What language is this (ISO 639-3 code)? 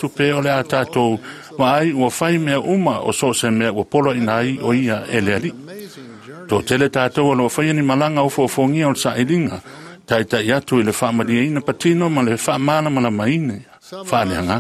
smo